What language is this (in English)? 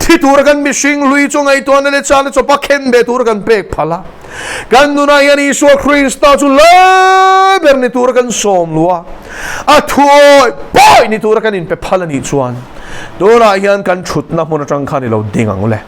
Mizo